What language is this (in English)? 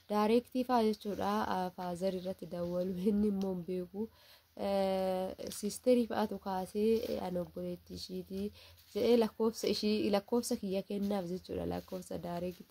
Oromo